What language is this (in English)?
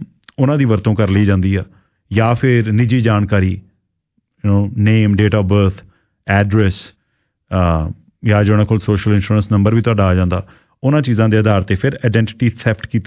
Punjabi